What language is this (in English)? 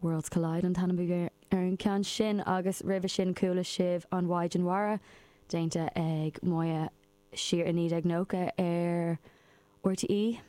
Irish